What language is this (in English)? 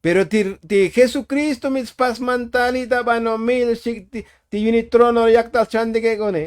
Tzotzil